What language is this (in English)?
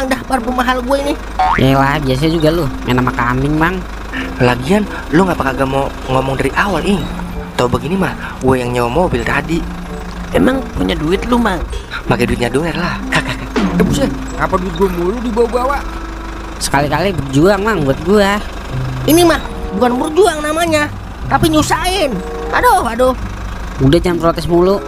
Betawi